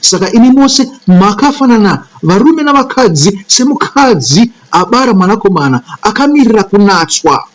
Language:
Shona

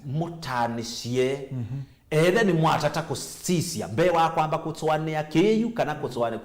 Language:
Kamba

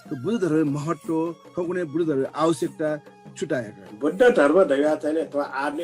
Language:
Newari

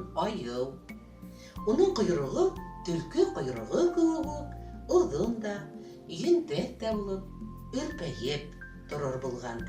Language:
Bashkir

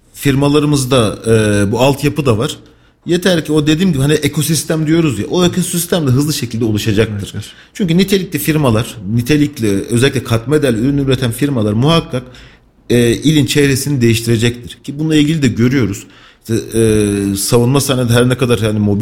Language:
Turkish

